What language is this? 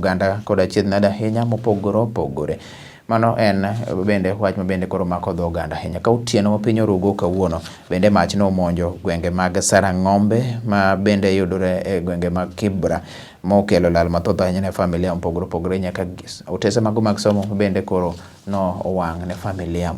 Luo (Kenya and Tanzania)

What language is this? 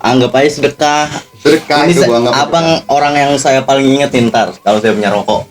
Betawi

